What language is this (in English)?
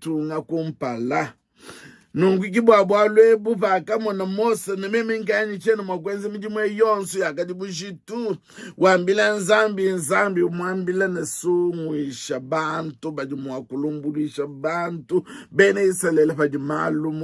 Luba-Lulua